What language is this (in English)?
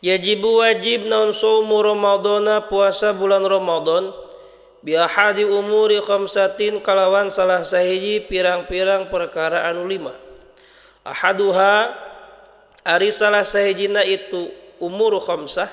Sundanese